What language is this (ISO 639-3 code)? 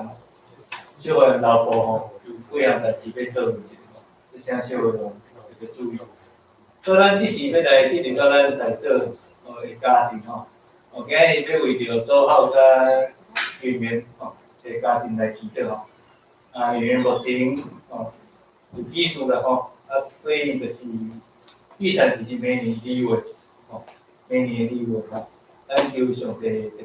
nan